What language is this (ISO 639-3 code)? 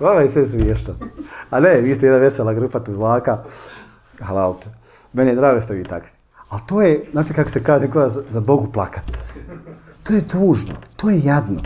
bos